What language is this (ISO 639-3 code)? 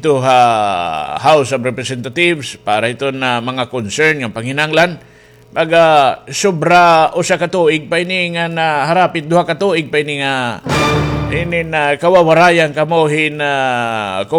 war